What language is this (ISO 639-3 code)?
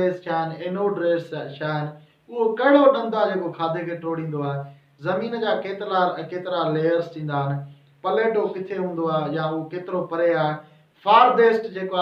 snd